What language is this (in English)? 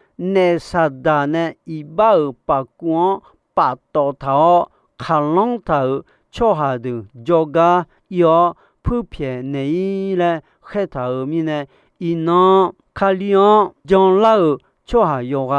Akha